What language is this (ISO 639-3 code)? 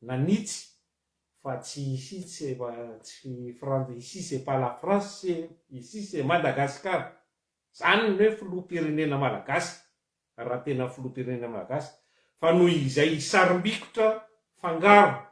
mlg